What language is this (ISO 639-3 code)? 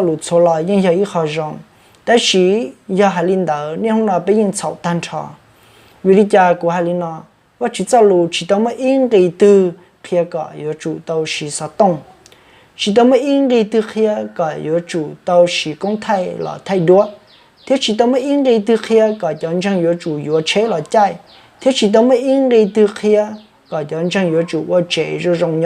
hmn